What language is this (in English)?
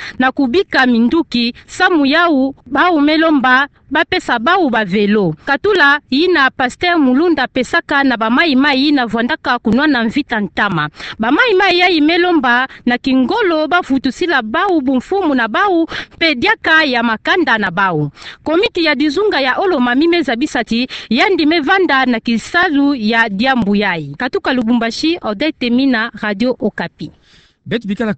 Kituba (Democratic Republic of Congo)